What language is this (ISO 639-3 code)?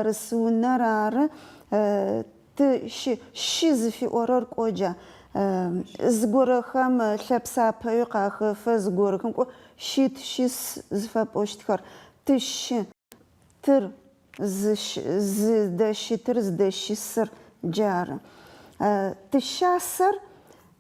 ady